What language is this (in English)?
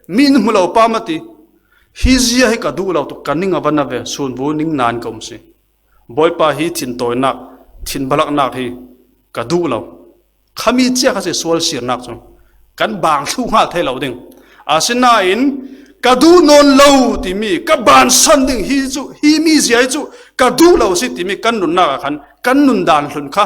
Falam Chin